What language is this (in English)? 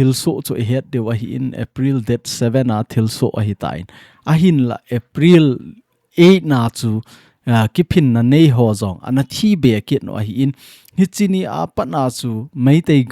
Thado Chin